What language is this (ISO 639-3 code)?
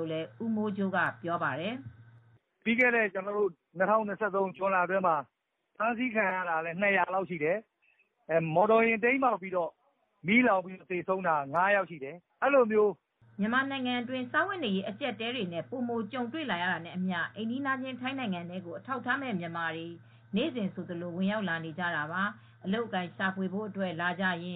mya